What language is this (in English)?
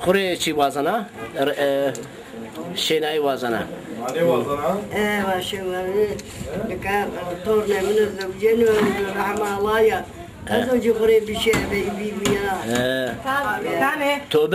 Zaza